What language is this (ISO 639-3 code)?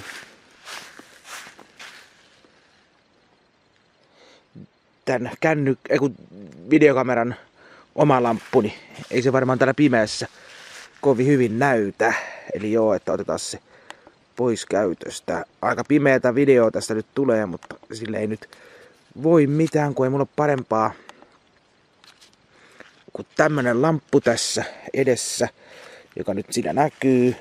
fin